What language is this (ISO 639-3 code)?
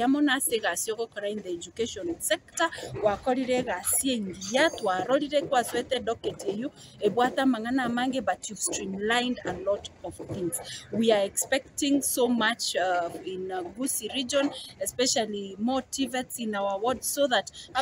guz